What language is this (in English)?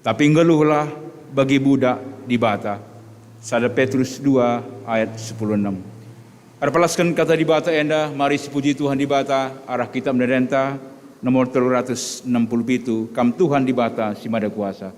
Batak Karo